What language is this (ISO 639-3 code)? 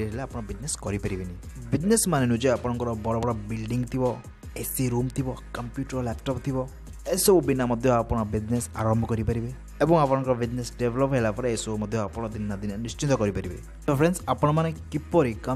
ori